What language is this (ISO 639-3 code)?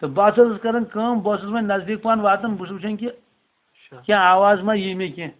kas